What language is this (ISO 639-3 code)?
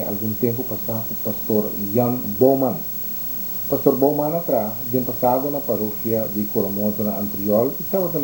pap